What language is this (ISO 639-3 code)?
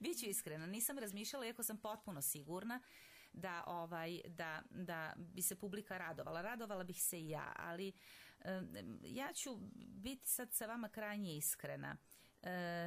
srp